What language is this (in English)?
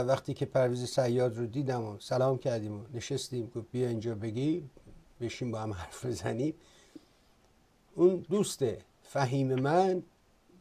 Persian